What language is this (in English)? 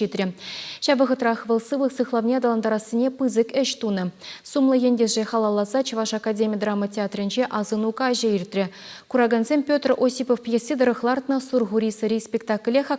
Chuvash